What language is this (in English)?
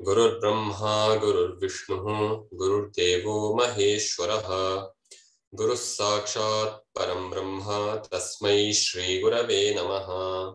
Sanskrit